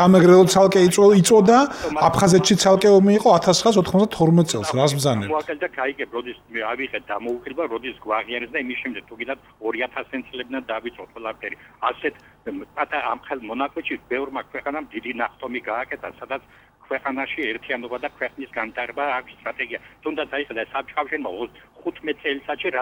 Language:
Georgian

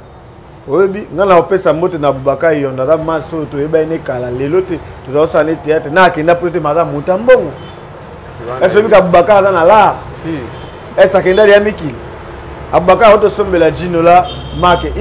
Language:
Lingala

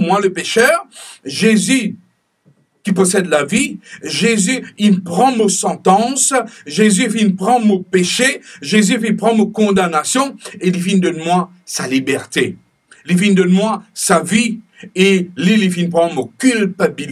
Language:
Morisyen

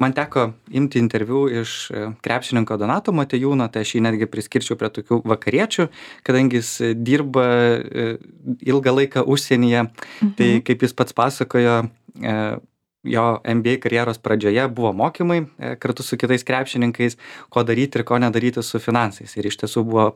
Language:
Lithuanian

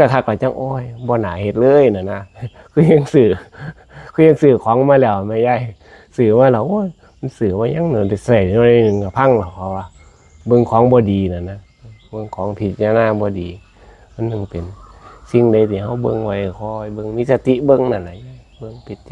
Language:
Northeastern Thai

